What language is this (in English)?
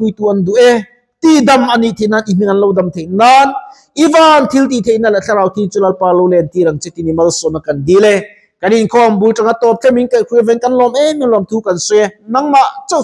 Mizo